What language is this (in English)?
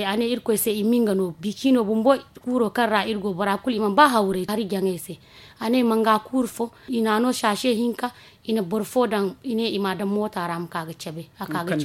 Zarma